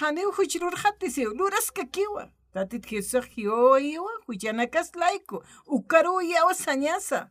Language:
Aymara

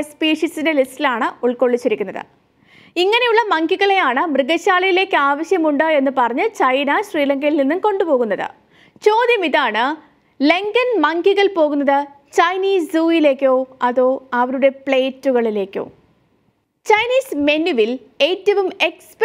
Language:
Malayalam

